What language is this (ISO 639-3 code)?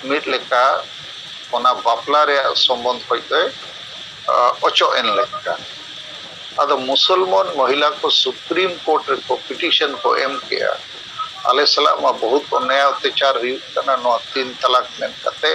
sat